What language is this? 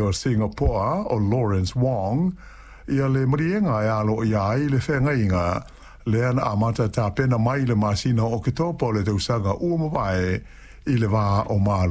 Samoan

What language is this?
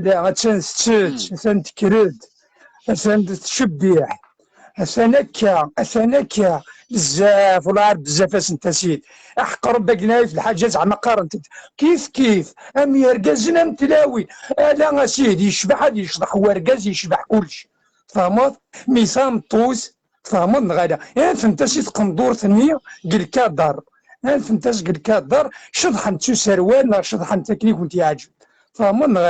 Kabyle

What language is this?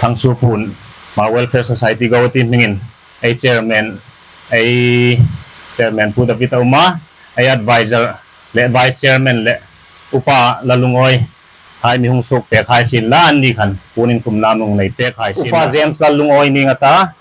Hmar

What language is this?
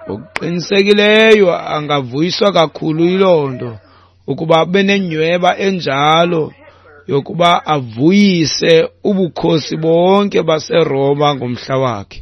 Xhosa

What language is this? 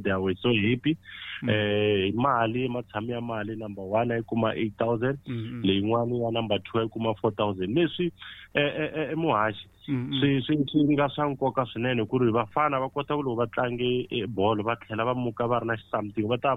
Tsonga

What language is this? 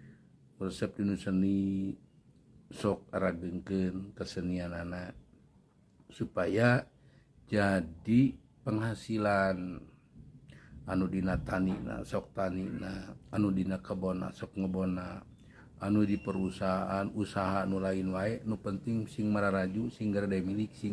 Sundanese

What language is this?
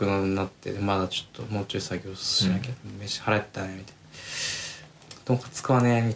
Japanese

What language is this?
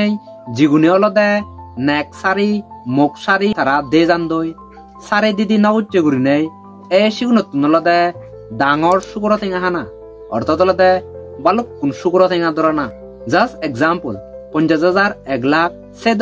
Chakma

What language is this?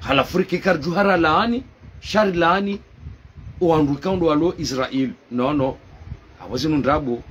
Ngazidja Comorian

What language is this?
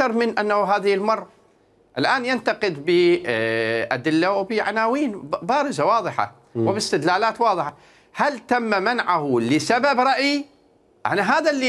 Mesopotamian Arabic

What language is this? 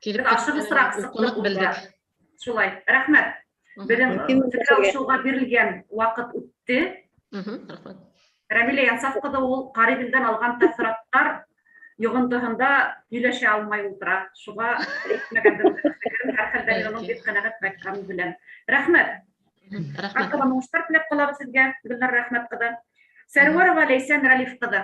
Bashkir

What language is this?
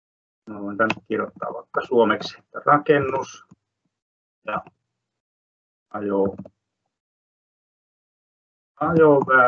Finnish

